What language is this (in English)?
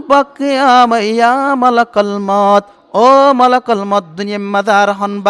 Rohingya